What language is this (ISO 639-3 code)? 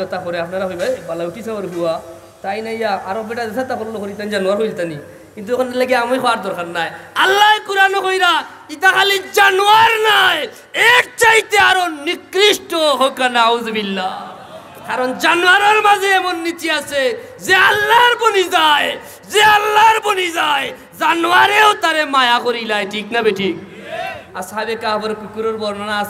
syl